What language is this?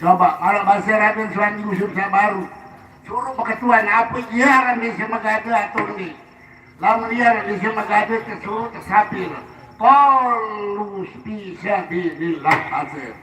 Sasak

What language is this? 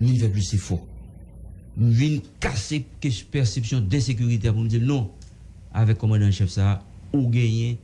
Haitian Creole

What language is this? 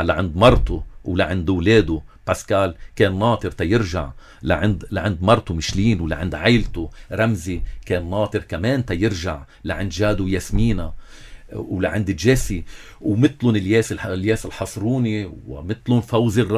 North Levantine Arabic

